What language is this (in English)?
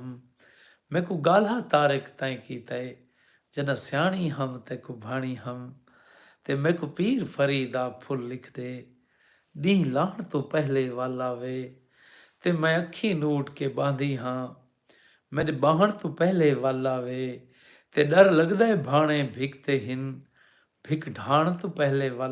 Saraiki